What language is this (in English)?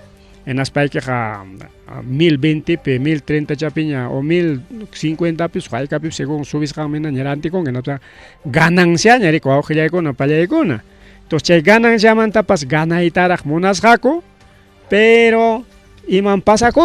Ayacucho Quechua